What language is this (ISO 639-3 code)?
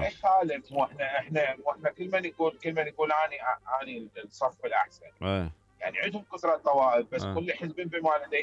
acm